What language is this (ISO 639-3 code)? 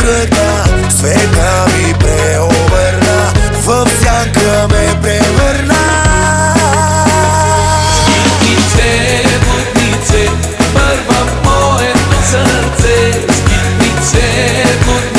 bul